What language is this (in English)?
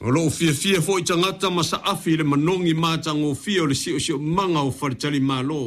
Samoan